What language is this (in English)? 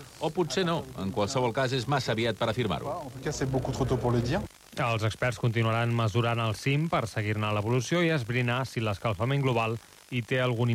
Catalan